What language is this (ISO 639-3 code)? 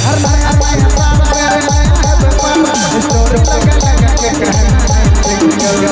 sck